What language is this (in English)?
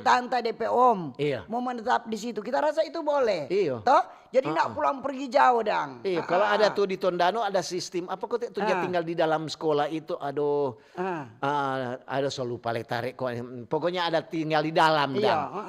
Manado Malay